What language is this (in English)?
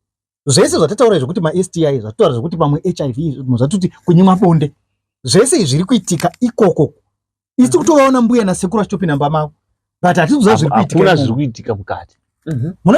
Shona